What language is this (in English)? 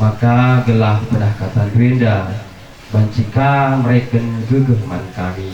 Batak Karo